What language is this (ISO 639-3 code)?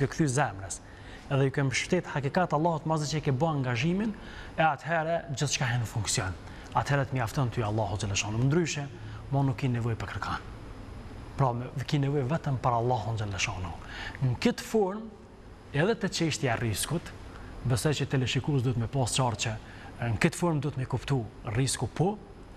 sqi